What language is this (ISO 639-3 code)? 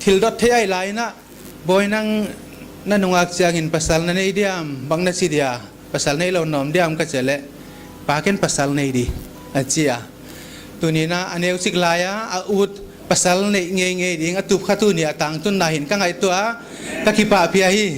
pck